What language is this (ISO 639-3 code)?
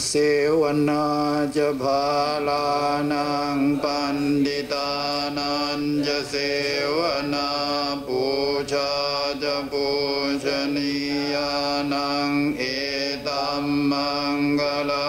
pli